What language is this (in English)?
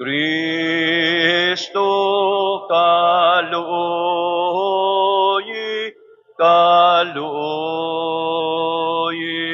Waray